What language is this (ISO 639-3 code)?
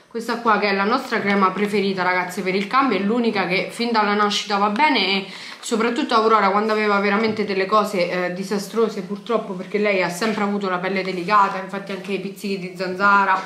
ita